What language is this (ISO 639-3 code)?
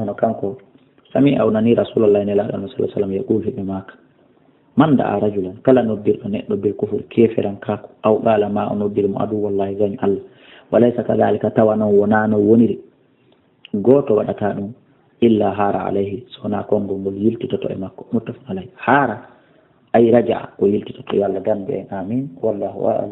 ful